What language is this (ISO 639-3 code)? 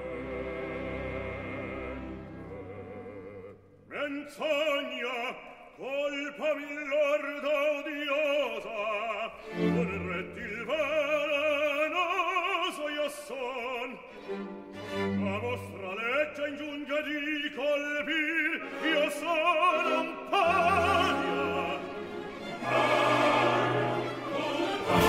ita